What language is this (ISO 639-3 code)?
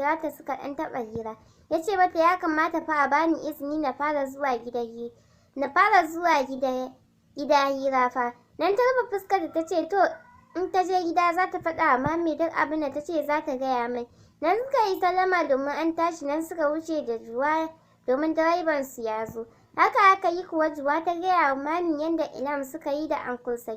hau